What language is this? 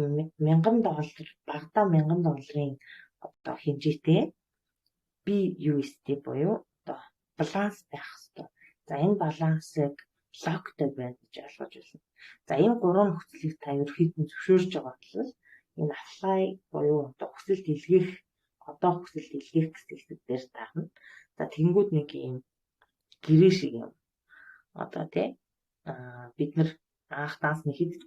Mongolian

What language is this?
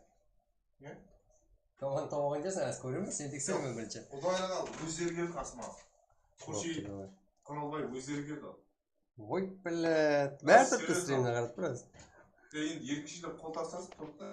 Kara-Kalpak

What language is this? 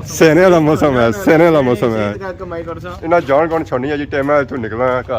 Pahari-Potwari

